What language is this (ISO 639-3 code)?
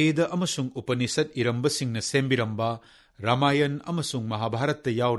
mni